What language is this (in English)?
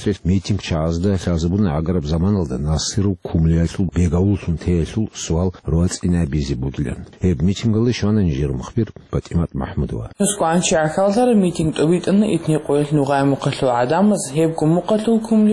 Avaric